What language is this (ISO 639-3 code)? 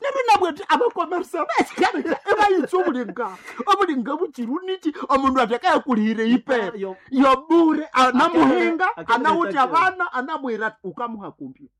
nnb